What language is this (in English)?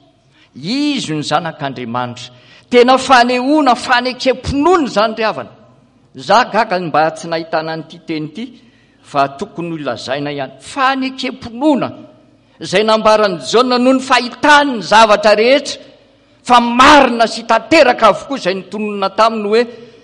Malagasy